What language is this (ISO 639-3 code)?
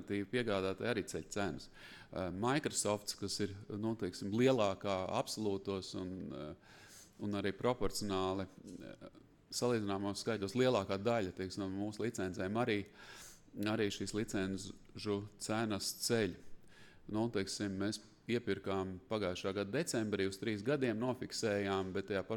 lav